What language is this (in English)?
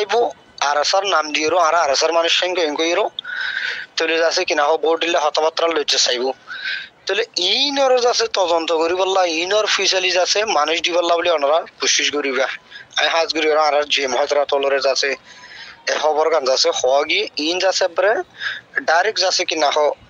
Rohingya